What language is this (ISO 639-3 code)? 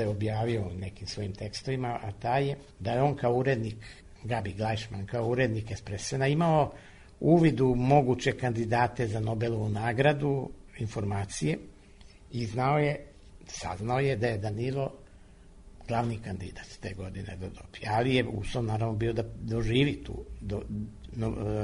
srp